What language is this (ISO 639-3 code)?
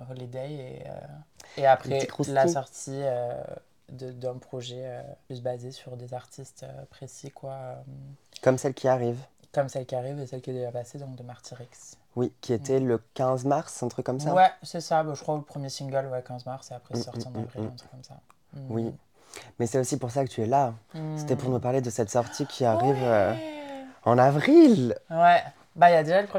fra